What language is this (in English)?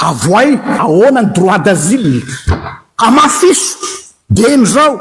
Malagasy